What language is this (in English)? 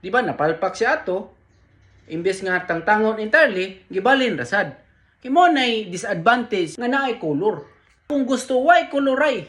Cebuano